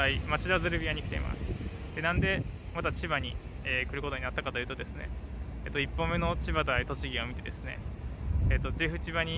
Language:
Japanese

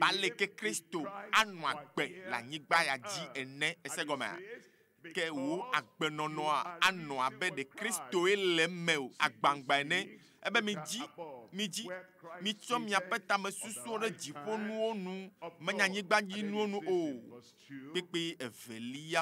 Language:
Ewe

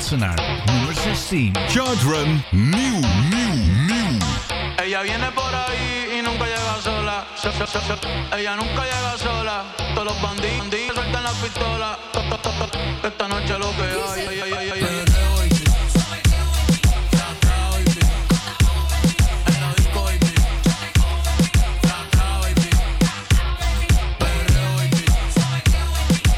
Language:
Dutch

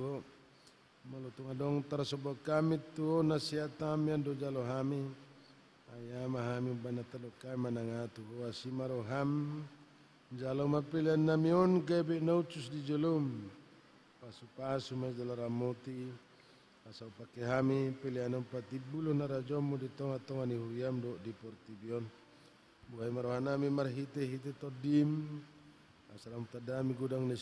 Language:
Batak Toba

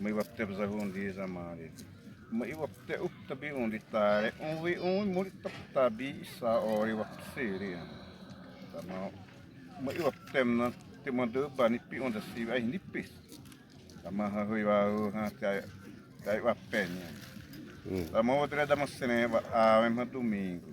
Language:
Xavánte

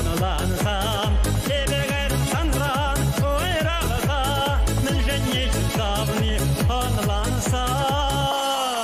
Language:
Chuvash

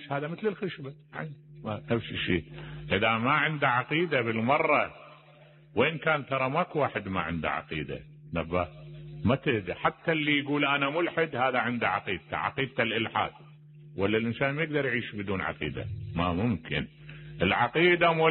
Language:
Mesopotamian Arabic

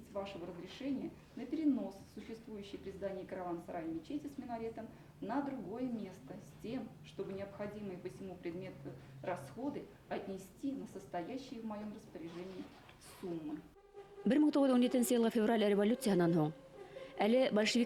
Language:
Bashkir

